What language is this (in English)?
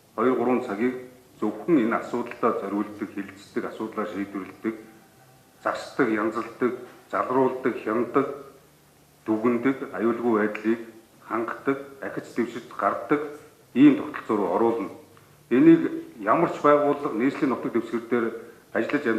Mongolian